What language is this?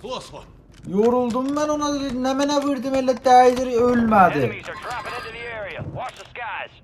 South Azerbaijani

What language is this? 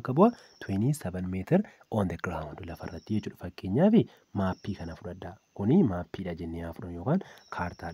Oromo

